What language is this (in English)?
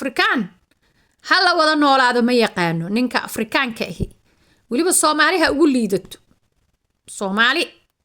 Somali